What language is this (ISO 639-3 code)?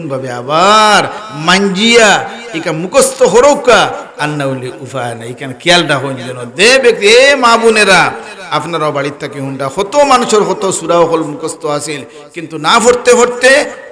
syl